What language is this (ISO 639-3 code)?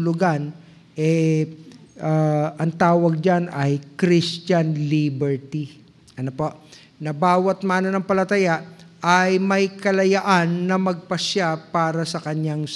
fil